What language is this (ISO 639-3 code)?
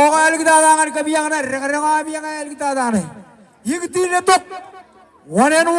mah